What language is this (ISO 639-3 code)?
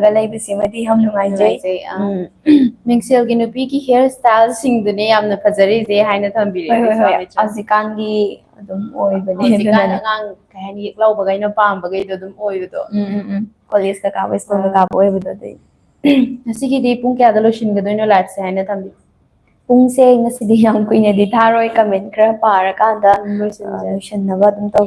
mni